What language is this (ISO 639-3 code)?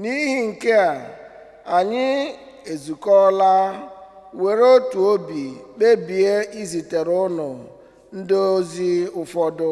ibo